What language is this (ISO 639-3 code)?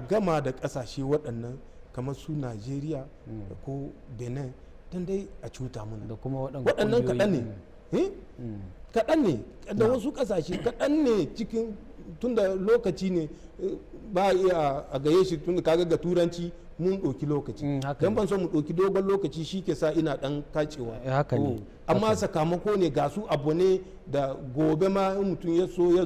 hau